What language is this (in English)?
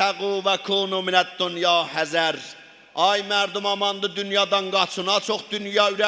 South Azerbaijani